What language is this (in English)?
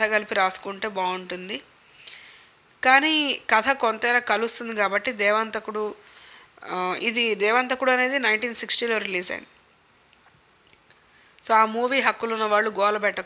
Telugu